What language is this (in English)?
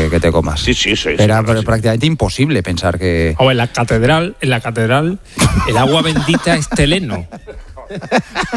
Spanish